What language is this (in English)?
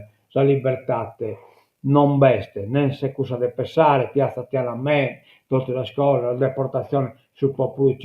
Sardinian